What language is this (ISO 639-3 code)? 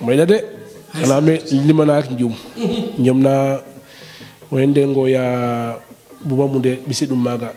wol